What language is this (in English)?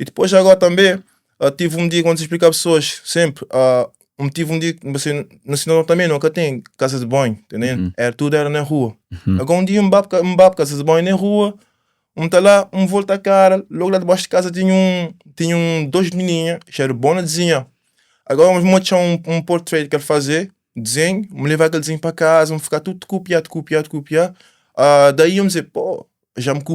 Kabuverdianu